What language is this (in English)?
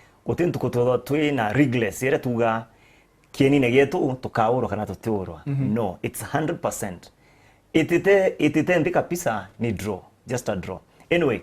Meru